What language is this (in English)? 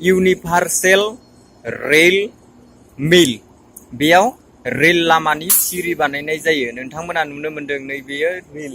Bodo